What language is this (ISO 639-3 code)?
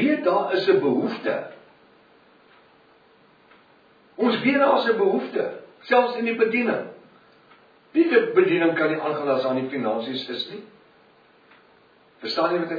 afr